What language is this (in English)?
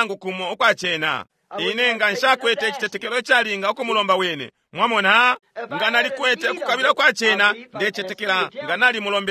Bemba